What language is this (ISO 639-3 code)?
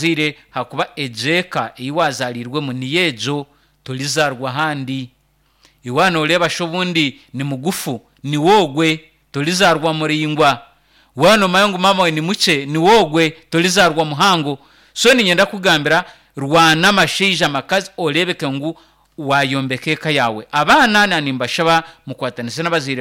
nyn